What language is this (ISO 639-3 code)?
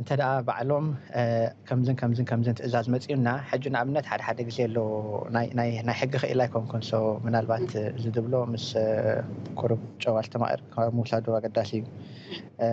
tir